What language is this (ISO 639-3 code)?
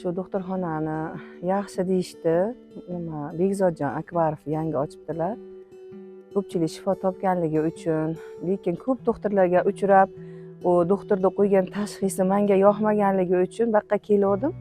uzb